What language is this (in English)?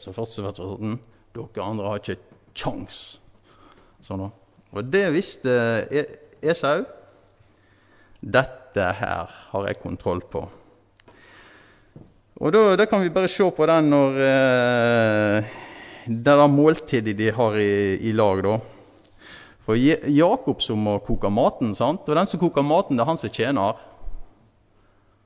Norwegian